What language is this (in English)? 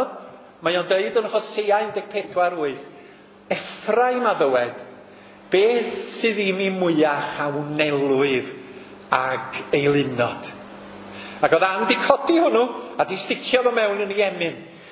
Welsh